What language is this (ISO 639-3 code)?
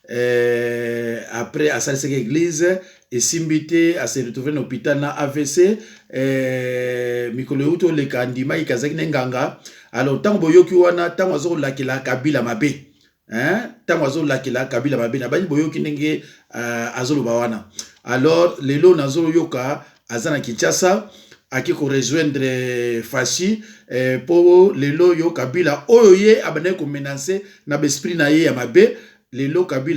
lin